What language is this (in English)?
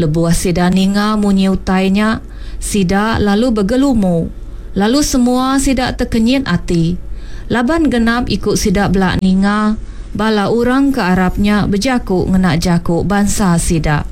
Iban